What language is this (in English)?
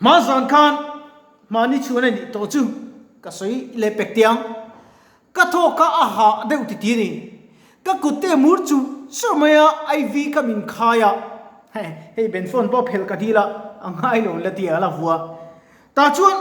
Mizo